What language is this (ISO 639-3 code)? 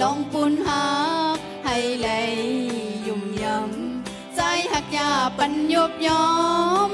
shn